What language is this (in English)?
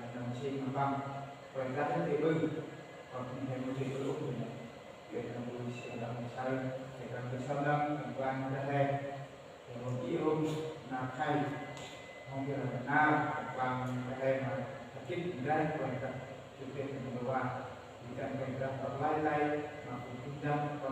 Central Mnong